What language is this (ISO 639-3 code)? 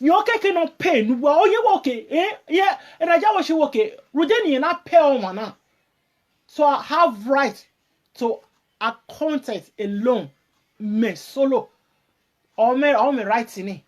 pcm